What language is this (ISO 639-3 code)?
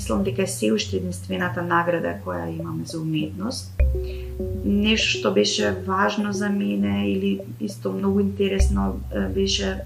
mkd